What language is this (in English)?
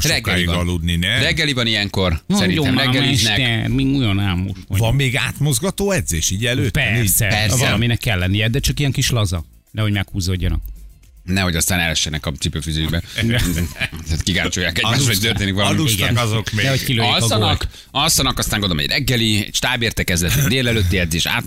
Hungarian